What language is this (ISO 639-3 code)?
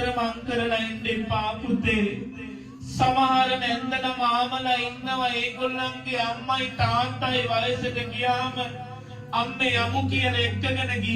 sin